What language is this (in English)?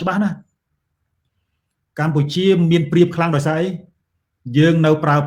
Khmer